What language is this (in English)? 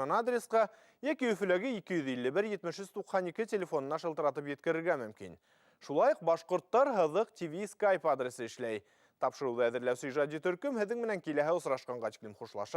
Bashkir